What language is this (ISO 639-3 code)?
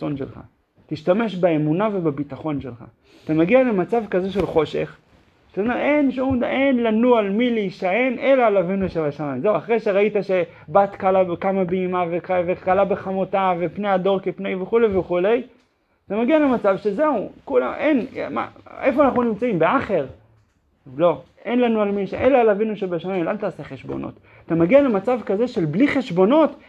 heb